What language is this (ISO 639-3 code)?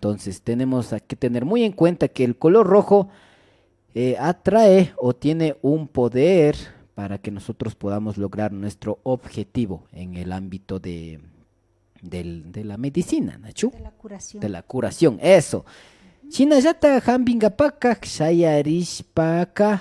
qvi